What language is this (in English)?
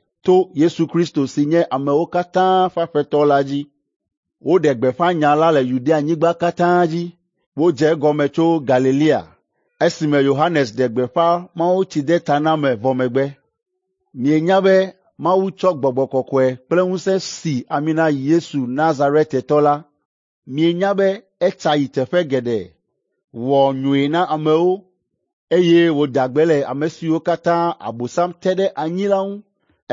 Ewe